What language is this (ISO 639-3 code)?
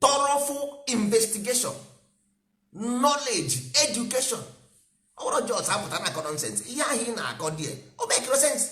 ibo